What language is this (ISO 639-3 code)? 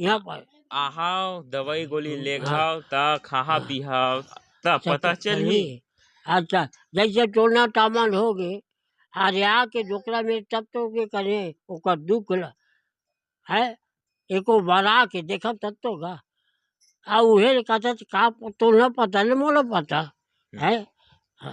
hne